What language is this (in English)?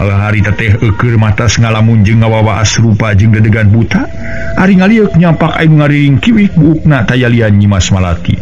Sundanese